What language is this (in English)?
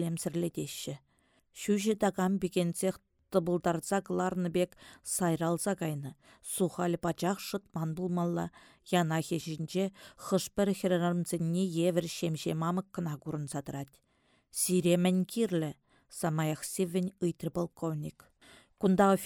Chuvash